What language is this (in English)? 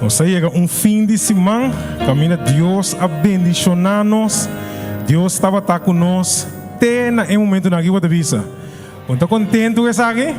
Papiamento